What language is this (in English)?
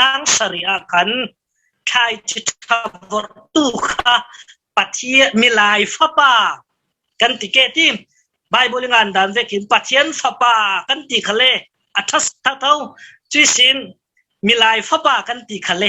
Falam Chin